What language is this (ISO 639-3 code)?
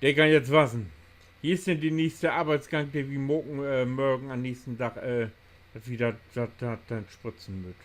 nds